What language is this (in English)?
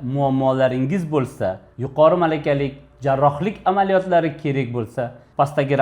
Uzbek